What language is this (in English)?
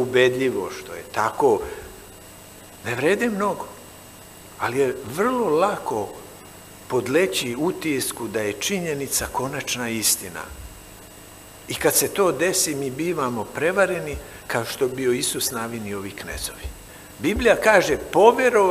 Serbian